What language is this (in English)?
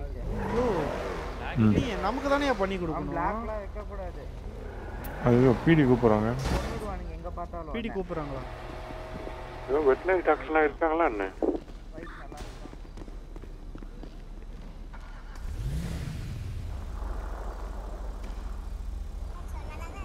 Tamil